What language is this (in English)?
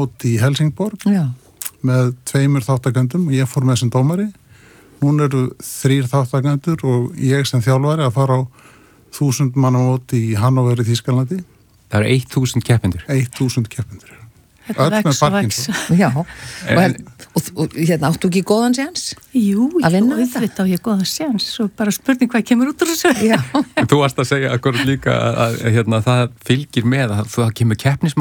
Icelandic